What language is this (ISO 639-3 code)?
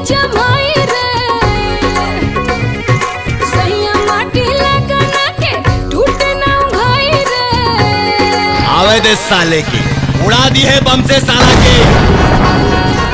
bho